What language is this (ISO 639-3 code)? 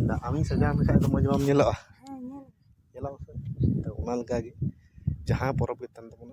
sat